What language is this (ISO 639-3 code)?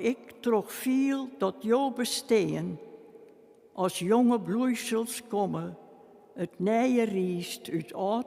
fry